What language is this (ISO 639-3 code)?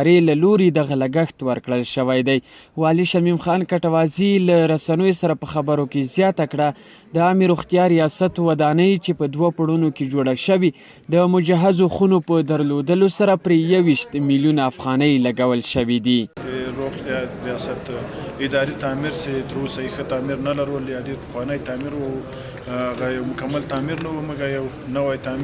pus